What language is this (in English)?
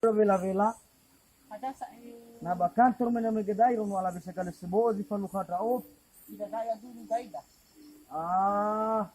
Nias